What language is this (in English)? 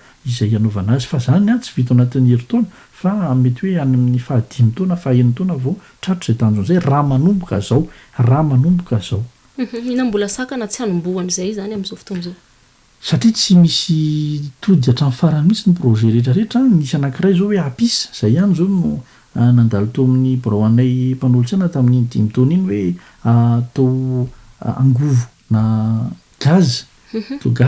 Malagasy